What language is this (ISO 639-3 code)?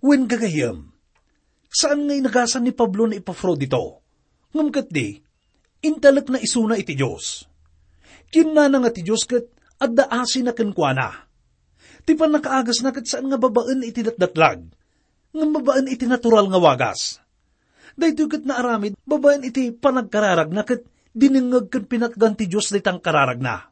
ilo